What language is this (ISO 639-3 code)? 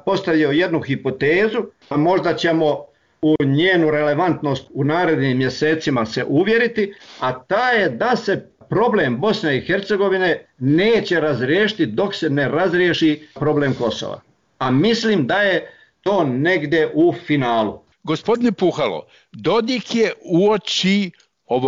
srp